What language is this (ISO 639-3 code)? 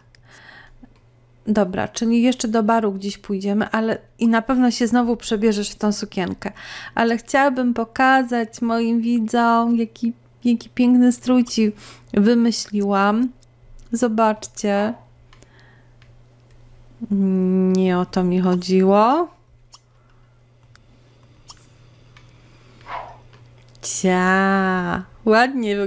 pol